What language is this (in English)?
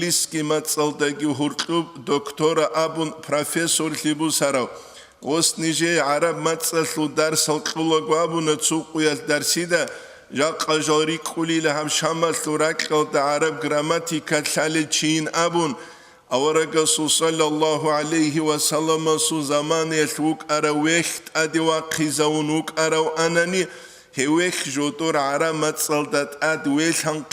Avaric